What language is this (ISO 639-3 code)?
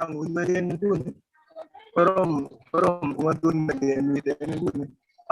kln